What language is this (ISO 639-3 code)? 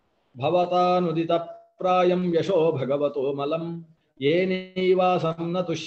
san